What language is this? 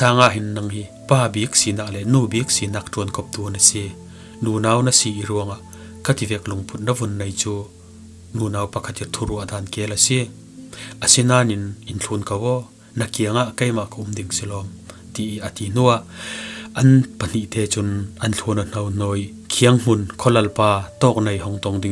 Falam Chin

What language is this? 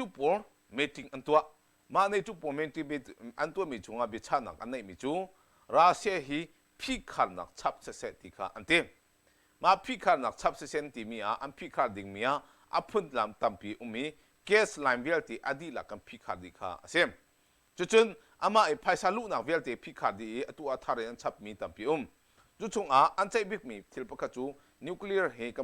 Hakha Chin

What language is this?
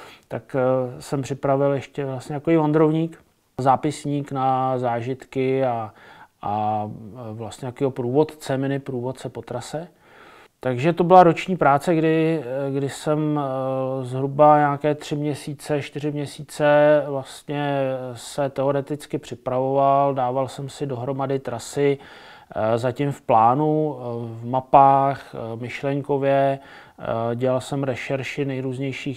Czech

